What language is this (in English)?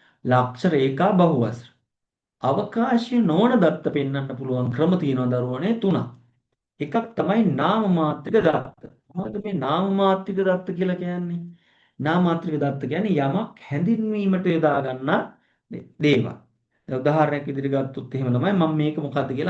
Sinhala